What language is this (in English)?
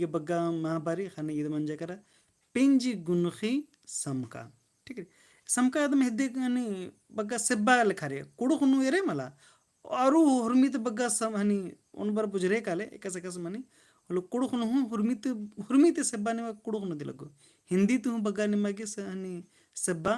Kurukh